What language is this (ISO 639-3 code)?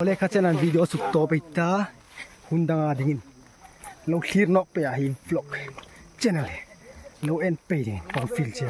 hmr